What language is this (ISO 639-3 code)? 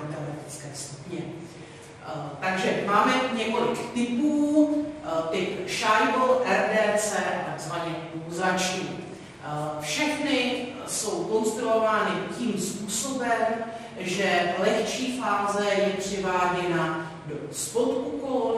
ces